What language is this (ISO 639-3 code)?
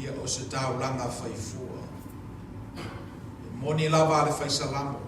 smo